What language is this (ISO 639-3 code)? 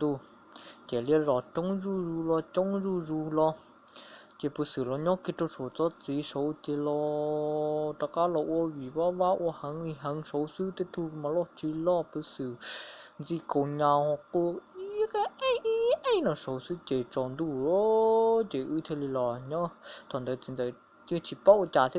hmn